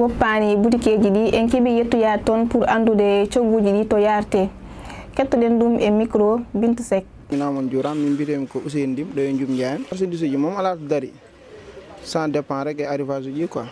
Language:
Fula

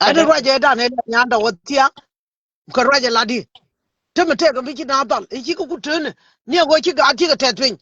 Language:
Nuer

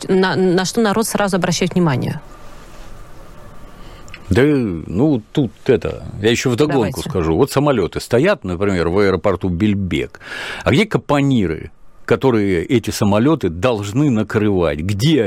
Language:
Russian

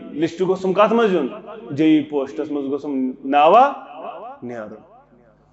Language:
Kashmiri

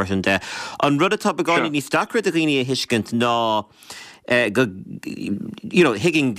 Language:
Irish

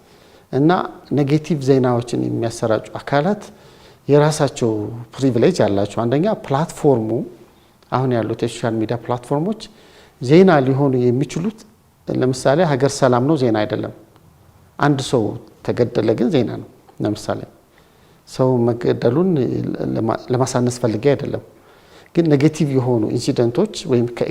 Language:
Amharic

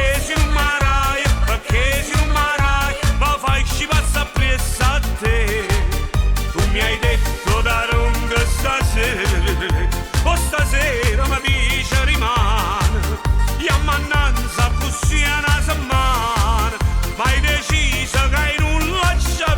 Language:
Neapolitan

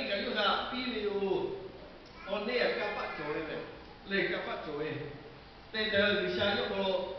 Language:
Lahu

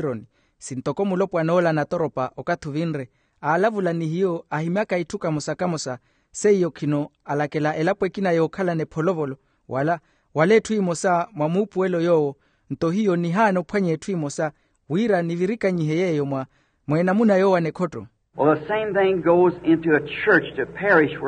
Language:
Makhuwa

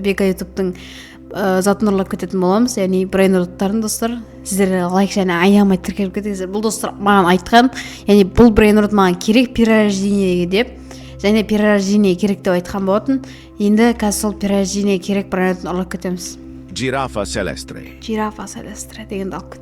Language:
Kazakh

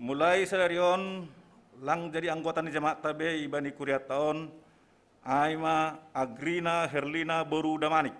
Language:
Batak Simalungun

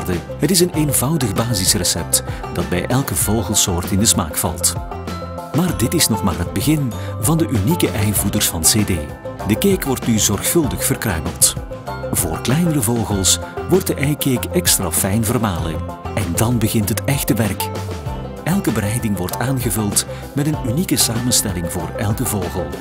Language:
Dutch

